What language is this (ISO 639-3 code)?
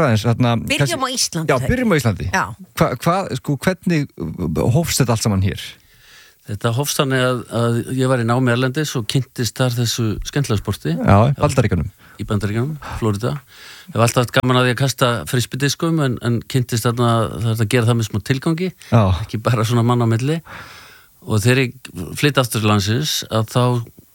isl